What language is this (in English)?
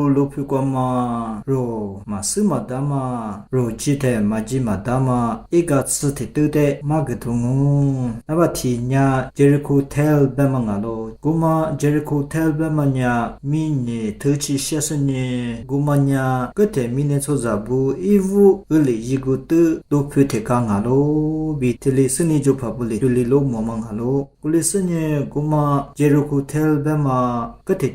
Lisu